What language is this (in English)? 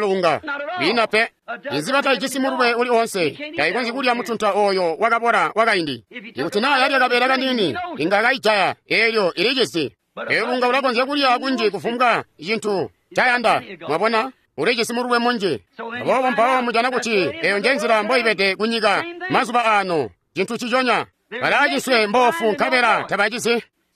Tonga (Zambia)